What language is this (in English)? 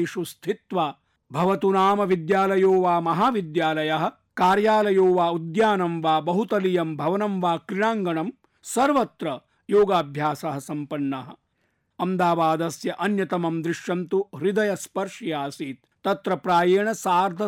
Sanskrit